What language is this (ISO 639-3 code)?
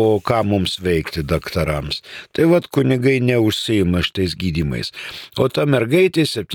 lit